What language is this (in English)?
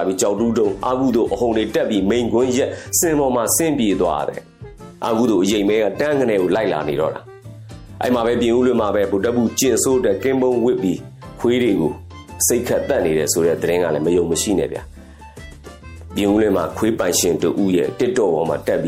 Burmese